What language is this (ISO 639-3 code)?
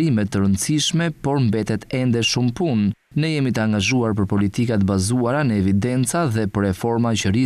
sqi